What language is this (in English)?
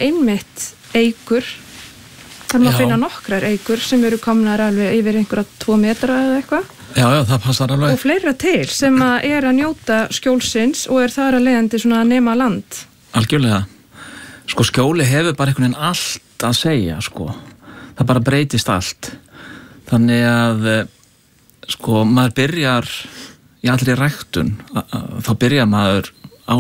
Icelandic